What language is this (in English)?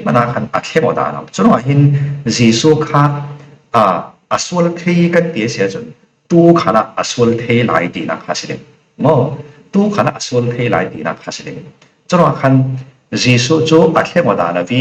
Falam Chin